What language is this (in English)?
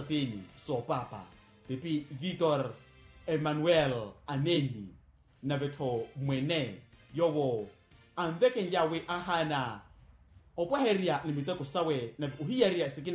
Makhuwa